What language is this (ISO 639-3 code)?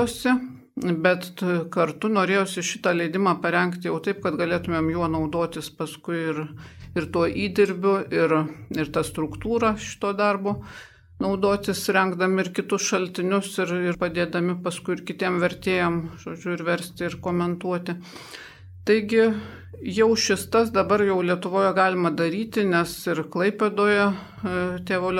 lit